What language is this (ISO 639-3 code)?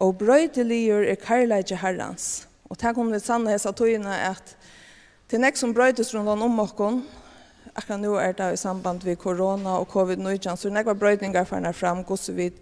fao